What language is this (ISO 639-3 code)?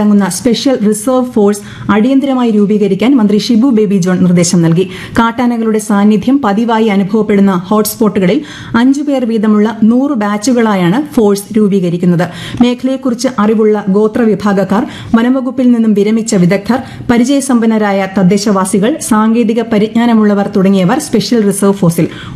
mal